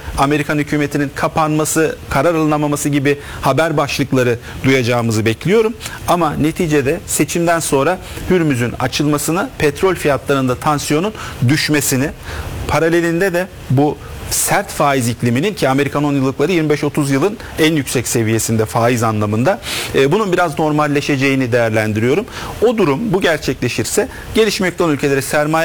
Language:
Turkish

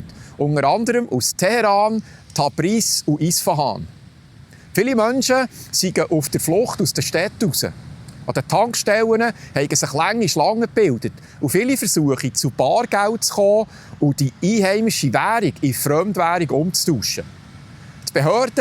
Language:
Swiss German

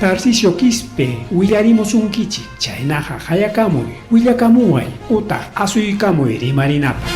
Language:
Ayacucho Quechua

